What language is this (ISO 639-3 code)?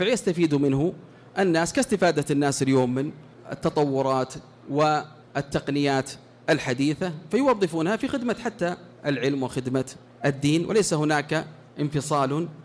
ara